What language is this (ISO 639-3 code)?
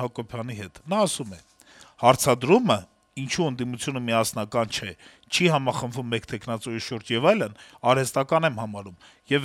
hye